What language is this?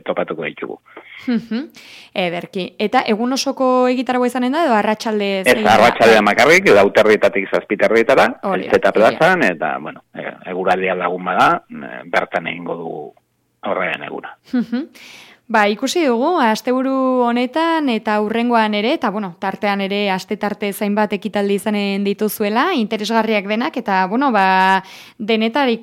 Basque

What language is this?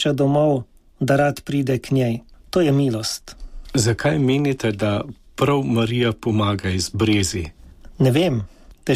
Slovenian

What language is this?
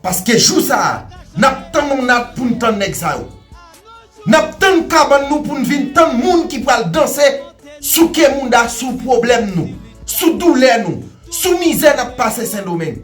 Haitian Creole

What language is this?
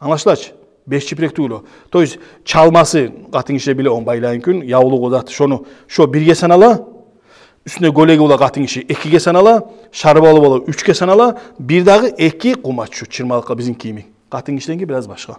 Kumyk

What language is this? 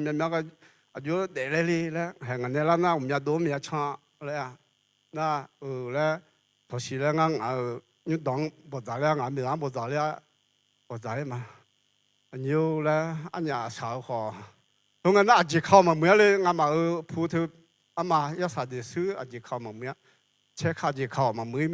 Akha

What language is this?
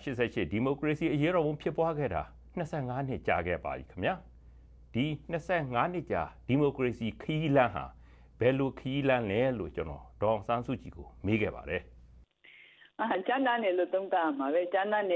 Burmese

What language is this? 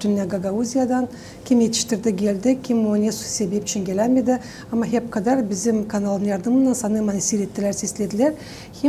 Gagauz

